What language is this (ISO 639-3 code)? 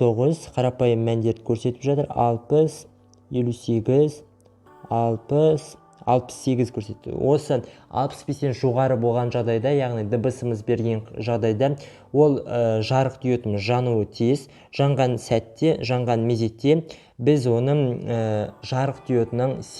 kaz